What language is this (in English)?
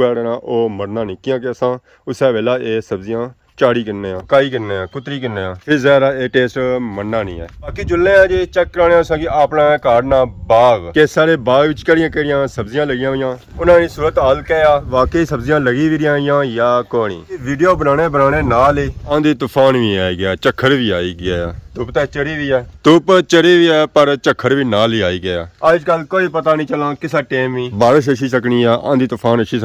Pahari-Potwari